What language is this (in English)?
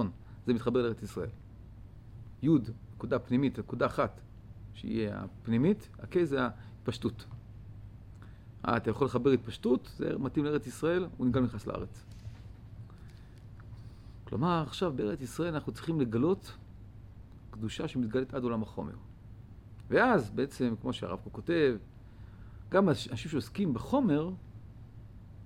Hebrew